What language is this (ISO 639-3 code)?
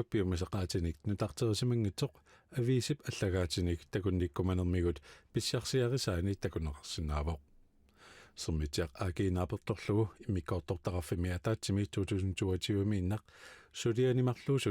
kal